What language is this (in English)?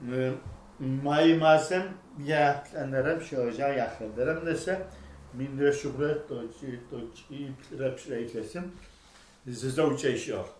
Adyghe